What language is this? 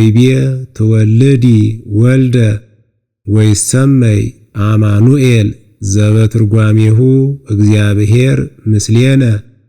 Geez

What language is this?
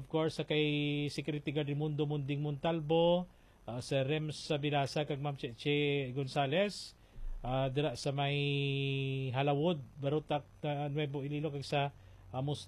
Hiligaynon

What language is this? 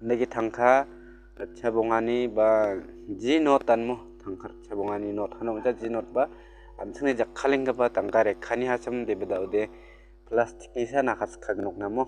Garo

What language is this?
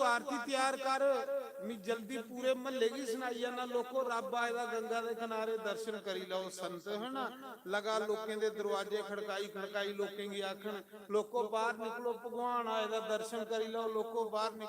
Dogri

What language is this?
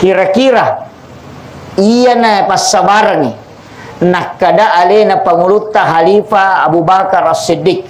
Buginese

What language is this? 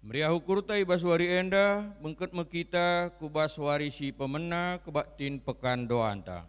Batak Karo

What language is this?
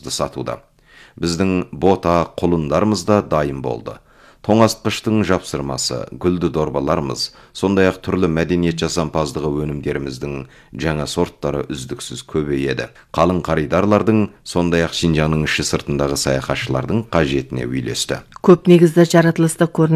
Kazakh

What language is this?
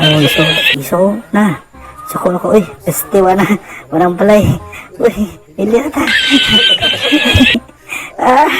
Cebuano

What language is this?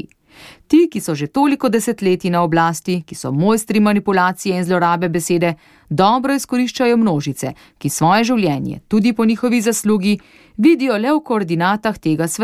Slovenian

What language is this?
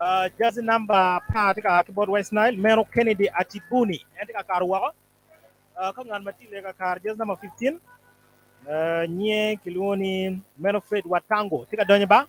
Acoli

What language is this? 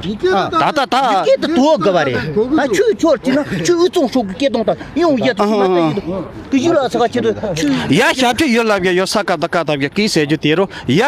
Tibetan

